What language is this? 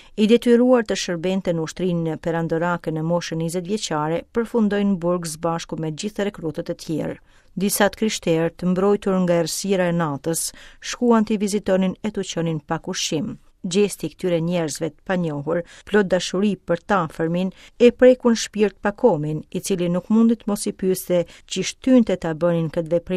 Albanian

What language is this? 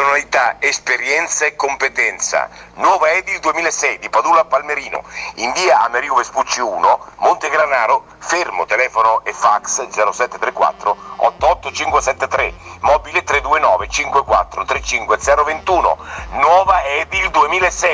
Italian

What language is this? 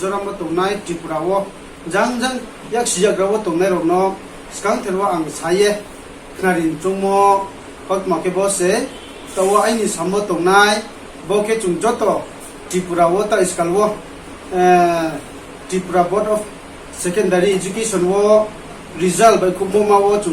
Riang (India)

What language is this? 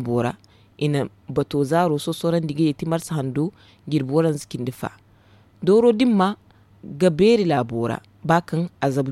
Zarma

